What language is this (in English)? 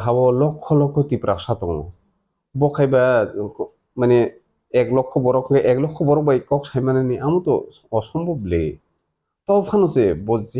Kok Borok